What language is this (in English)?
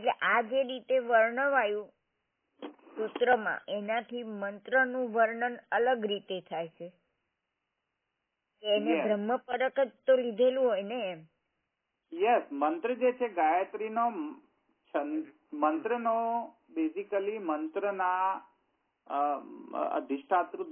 Gujarati